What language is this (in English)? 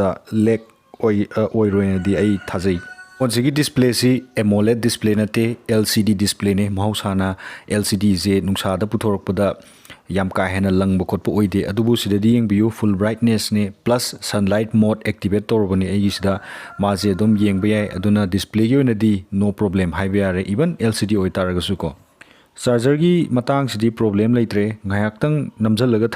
Manipuri